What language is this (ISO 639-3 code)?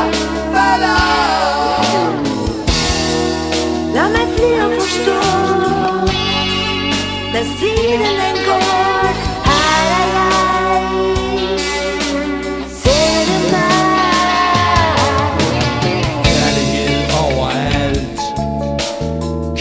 dan